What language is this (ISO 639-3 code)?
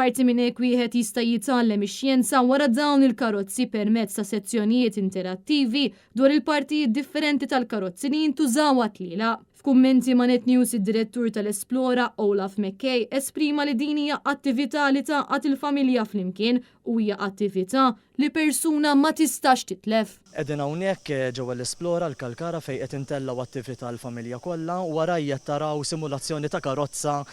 mlt